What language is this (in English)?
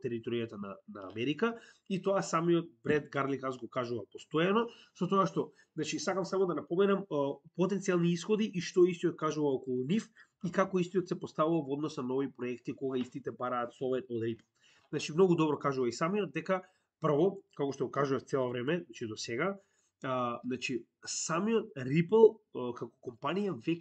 Macedonian